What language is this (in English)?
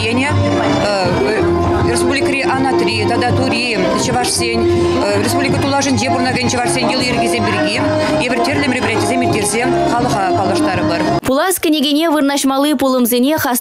Chuvash